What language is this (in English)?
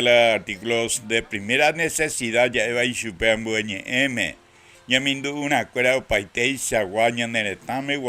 Guarani